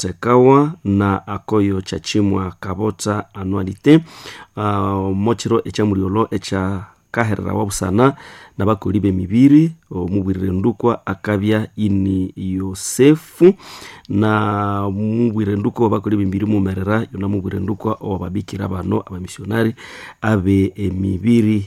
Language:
Nande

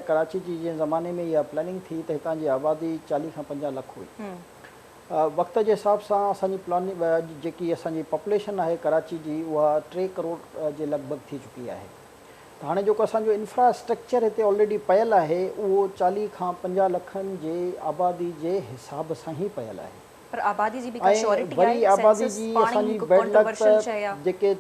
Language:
Sindhi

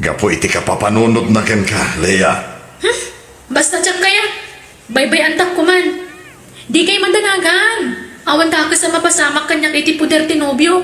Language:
Iloko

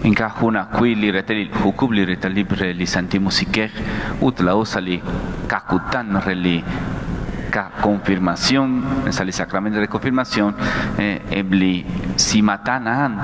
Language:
Kekchí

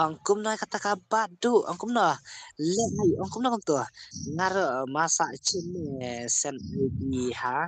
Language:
Khasi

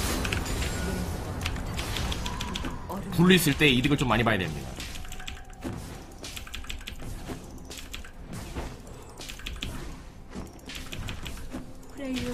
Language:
Korean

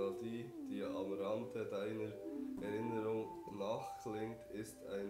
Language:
Swiss German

